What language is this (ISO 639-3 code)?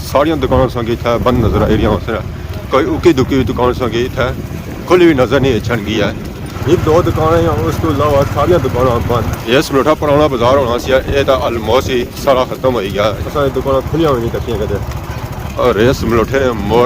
phr